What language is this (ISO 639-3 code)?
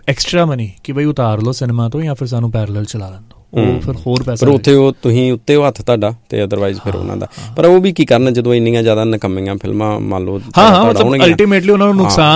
pan